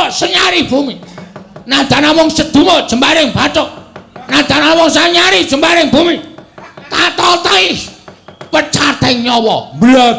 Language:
Javanese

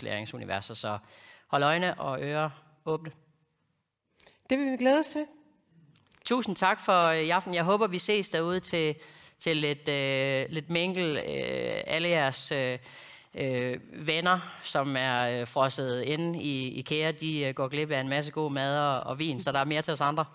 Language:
Danish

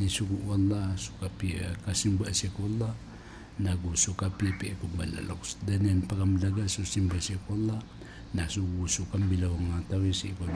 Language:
Maranao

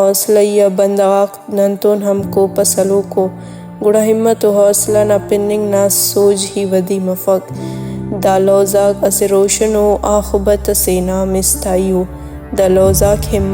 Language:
Brahui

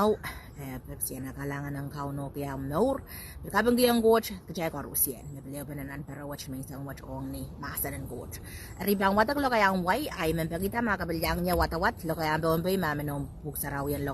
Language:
Pohnpeian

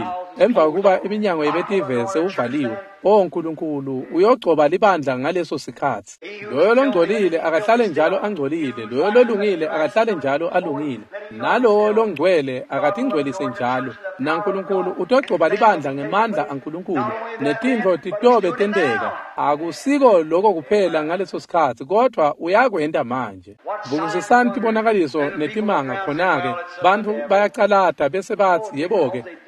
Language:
Swati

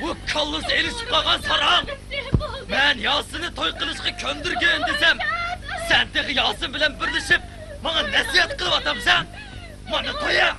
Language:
Uyghur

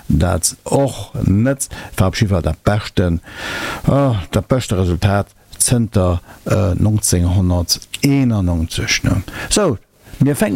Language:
Luxembourgish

